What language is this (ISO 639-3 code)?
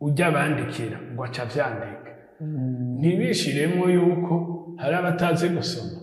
run